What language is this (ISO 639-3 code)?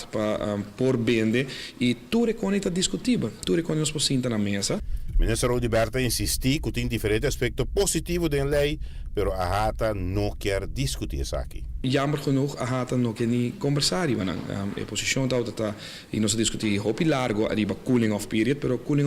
pap